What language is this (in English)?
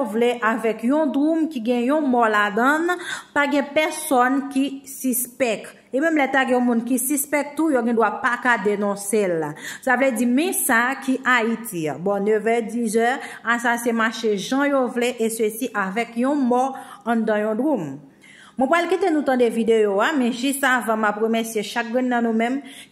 Haitian Creole